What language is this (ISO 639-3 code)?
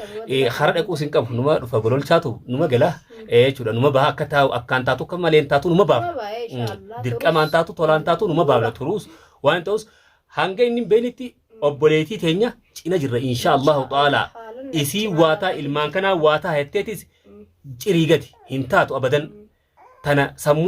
orm